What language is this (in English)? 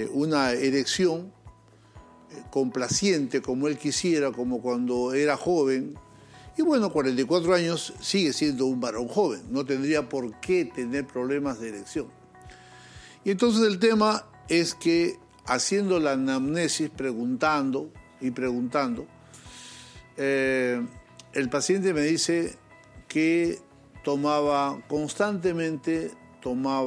Spanish